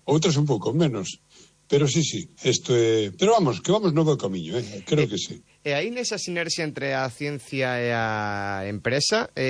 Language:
Galician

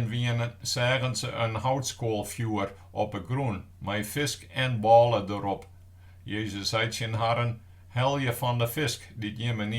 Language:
Western Frisian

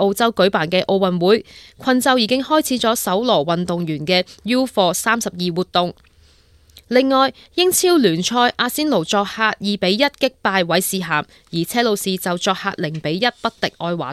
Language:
Cantonese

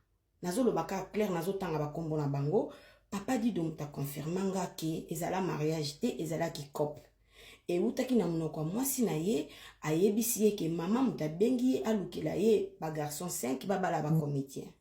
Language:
Lingala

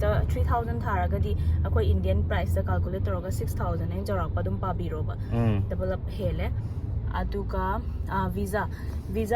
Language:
Manipuri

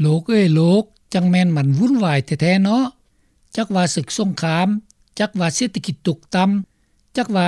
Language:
Lao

